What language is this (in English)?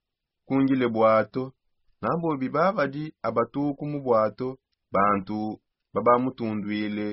Songe